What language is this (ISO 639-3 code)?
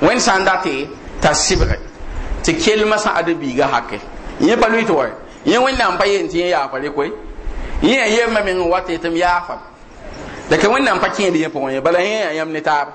mos